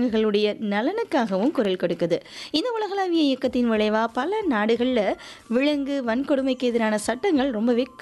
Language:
Tamil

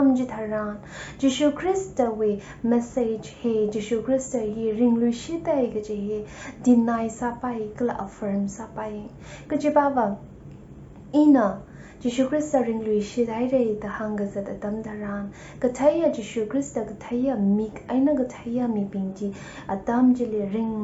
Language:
Tangkhul Naga (India)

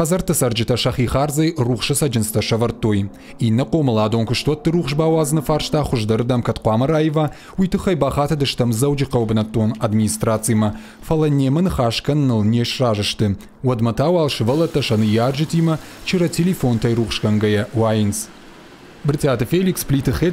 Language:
Ossetic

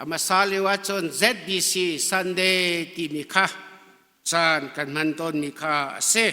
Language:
Hakha Chin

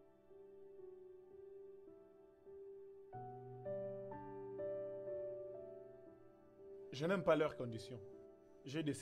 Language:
French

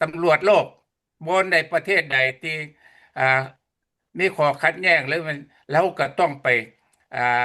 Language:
Lao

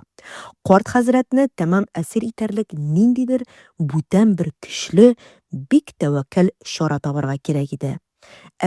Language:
Tatar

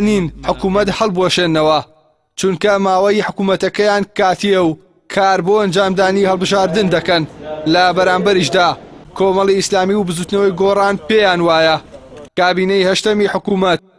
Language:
Central Kurdish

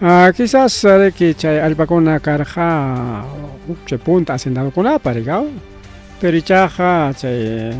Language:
Ayacucho Quechua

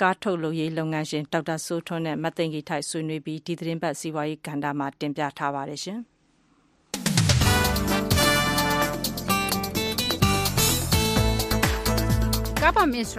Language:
Burmese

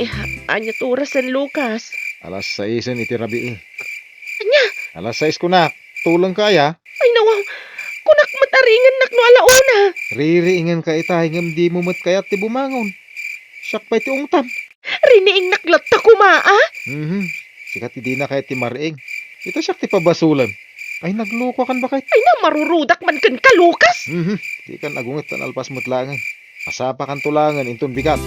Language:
Iloko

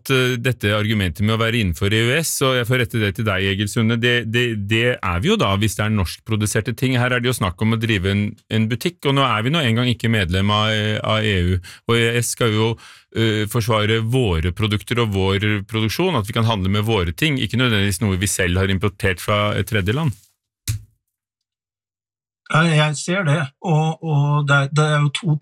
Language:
Norwegian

